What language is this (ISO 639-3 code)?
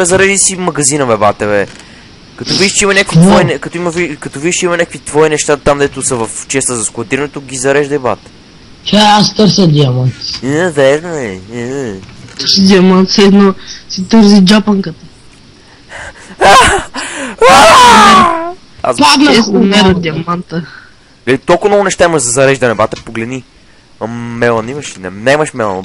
bul